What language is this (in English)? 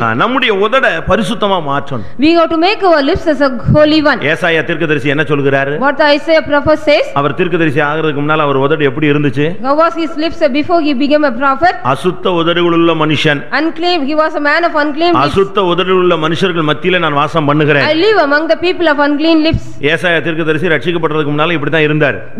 Tamil